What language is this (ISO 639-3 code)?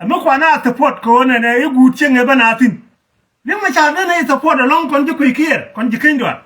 nus